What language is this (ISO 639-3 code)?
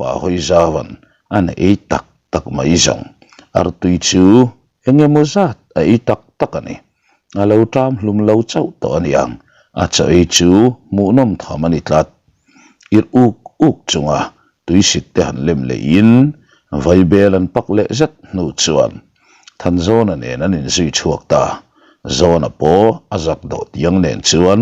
lus